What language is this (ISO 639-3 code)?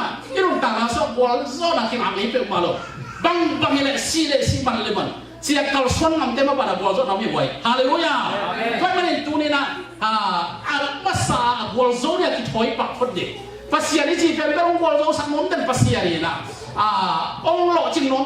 ctd